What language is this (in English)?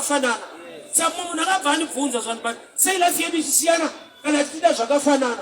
Shona